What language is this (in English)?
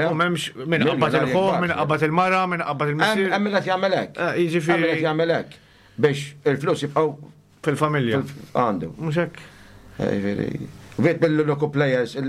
Maltese